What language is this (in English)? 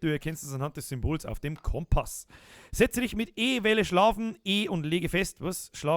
Bavarian